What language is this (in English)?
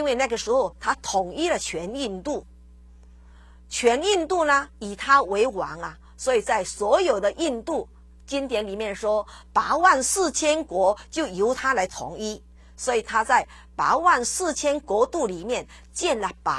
Chinese